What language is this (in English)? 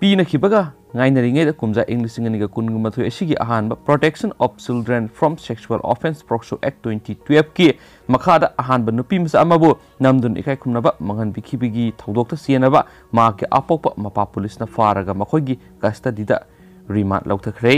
Manipuri